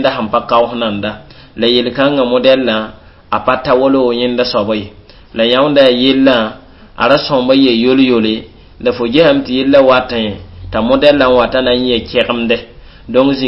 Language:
Mossi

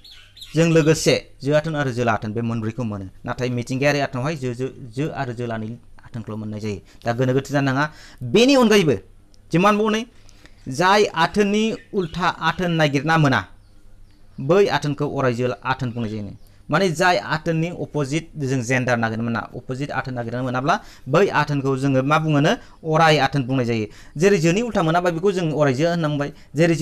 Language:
Bodo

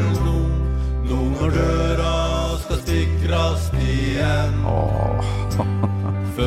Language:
Norwegian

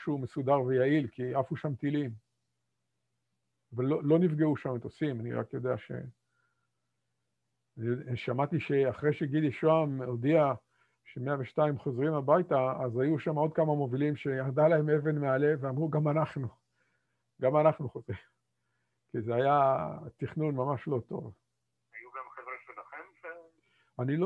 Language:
Hebrew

